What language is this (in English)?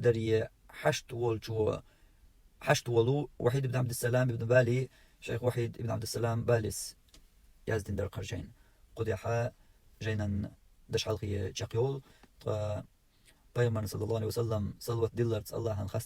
Chechen